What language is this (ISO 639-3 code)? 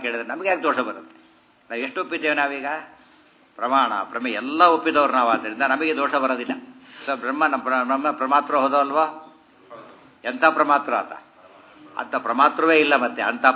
kan